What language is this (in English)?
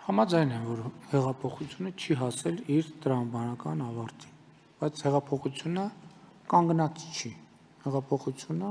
Armenian